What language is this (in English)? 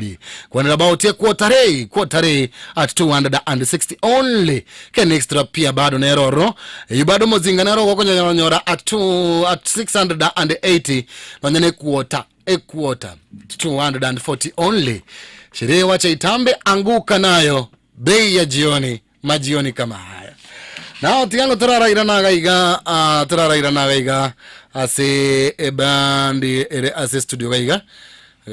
Gusii